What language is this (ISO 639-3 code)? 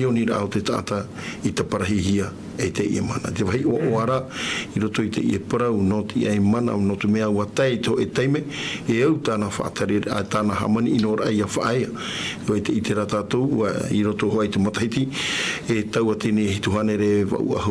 tah